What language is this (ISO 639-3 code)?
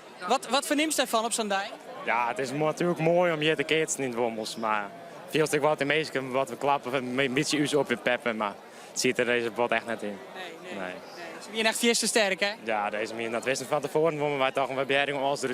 fry